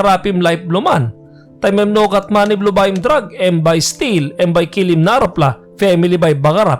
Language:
Tok Pisin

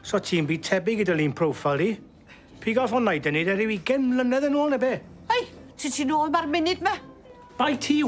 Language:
Welsh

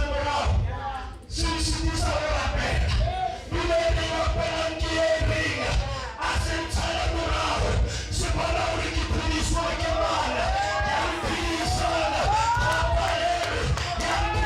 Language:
Northern Sotho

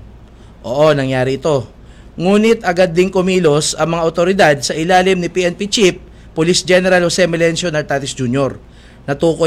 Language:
Filipino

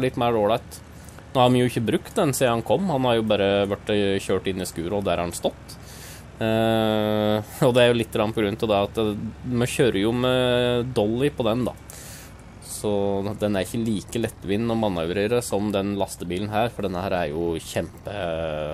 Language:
Norwegian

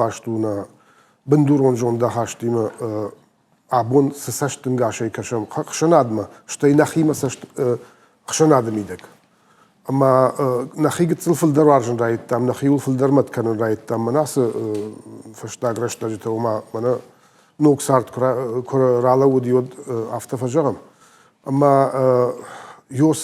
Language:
Ossetic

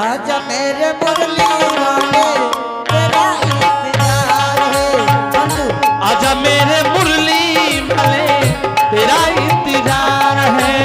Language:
Angika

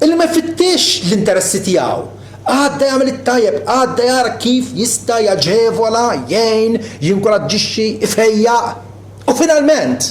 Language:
Maltese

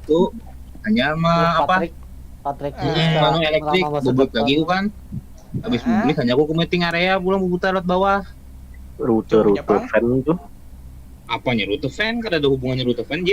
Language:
Banjar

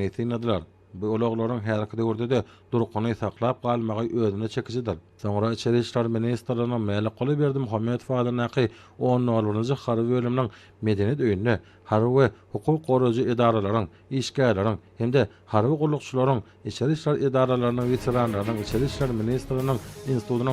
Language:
Turkmen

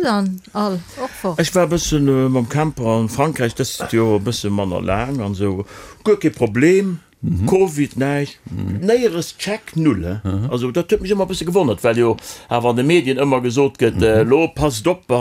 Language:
Luxembourgish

